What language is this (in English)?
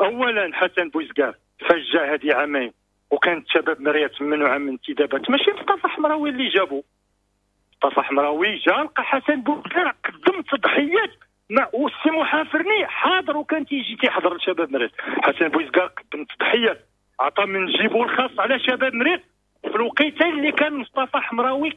Moroccan Arabic